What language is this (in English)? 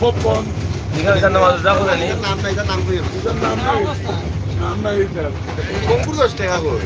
Sylheti